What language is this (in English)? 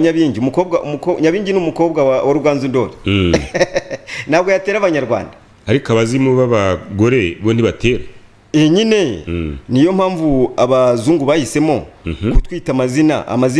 Kinyarwanda